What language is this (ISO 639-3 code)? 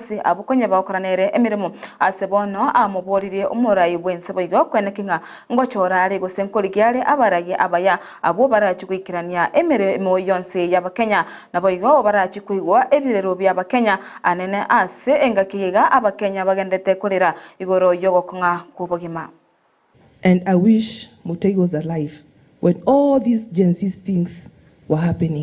guz